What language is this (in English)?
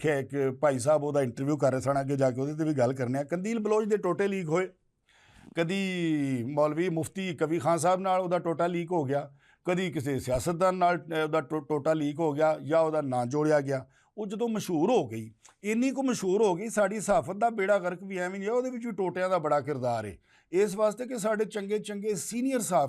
Western Panjabi